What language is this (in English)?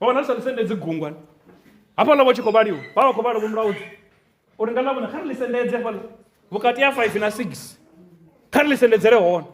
Venda